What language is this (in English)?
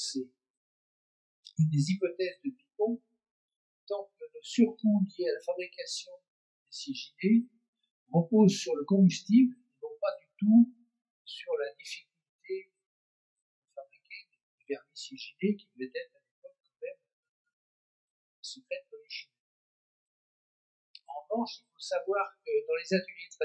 French